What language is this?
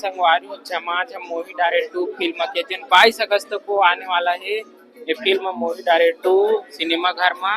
Chhattisgarhi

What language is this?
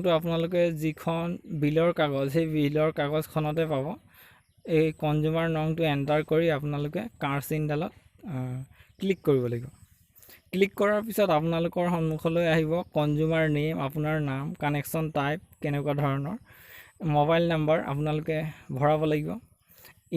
Assamese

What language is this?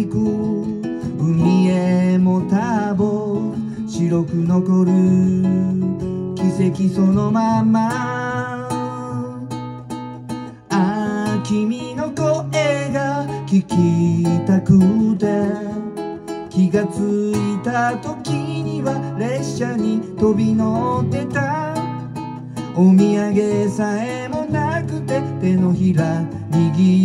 Japanese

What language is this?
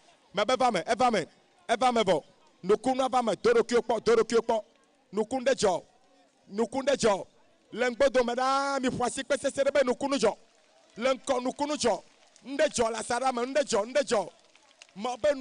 Ewe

